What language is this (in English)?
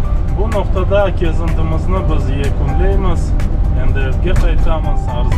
Crimean Tatar